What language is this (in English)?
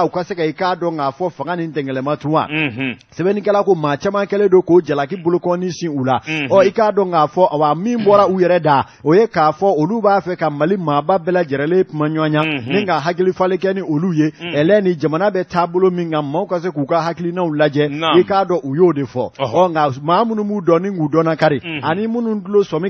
Bambara